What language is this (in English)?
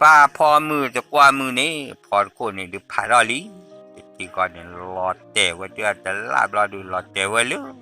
S'gaw Karen